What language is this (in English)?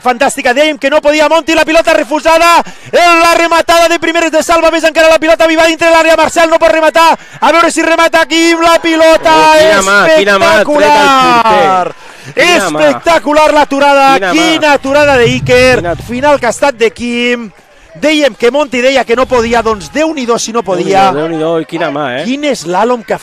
Catalan